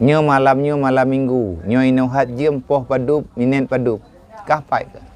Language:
Achinese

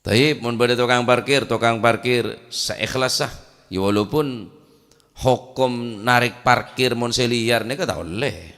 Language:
Madurese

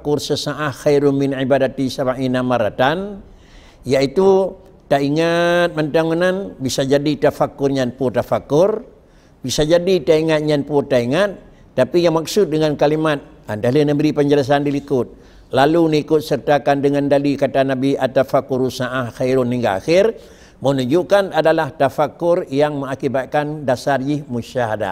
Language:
Achinese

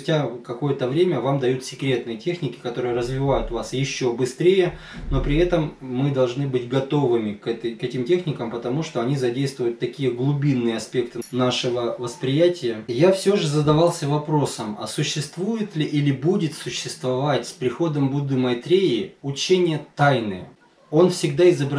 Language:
Russian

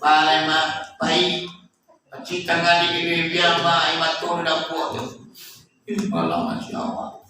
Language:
Minangkabau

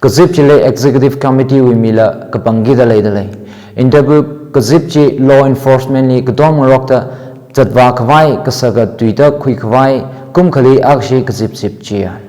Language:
Tangkhul Naga (India)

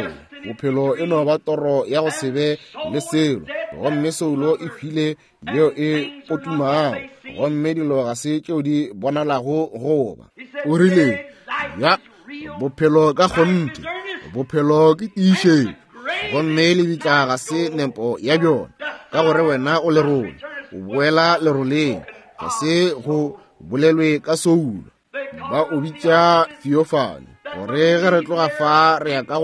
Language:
Northern Sotho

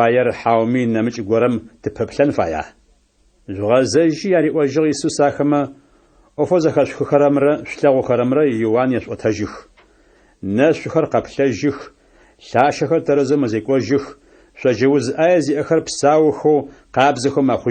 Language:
Adyghe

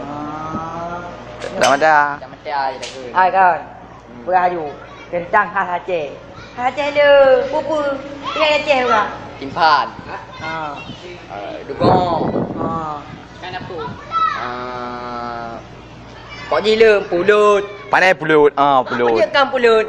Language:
Achinese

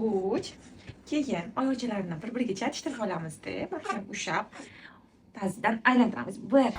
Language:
Uzbek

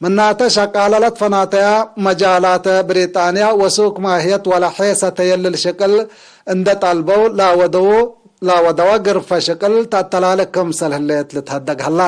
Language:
Tigre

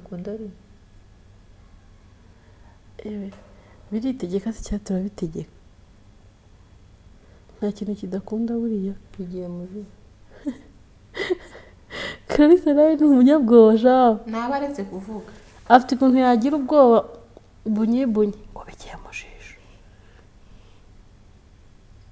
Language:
Kinyarwanda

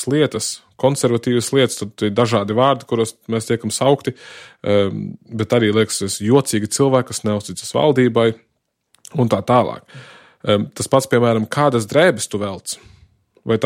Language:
Latvian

